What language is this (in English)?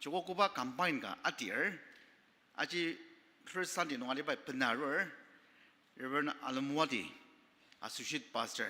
Ao Naga